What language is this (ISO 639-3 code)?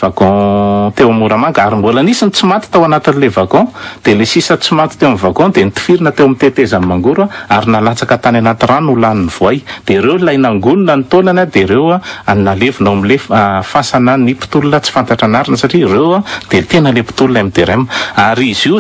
mlg